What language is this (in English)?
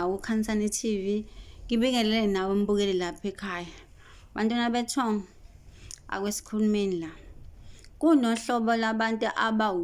Zulu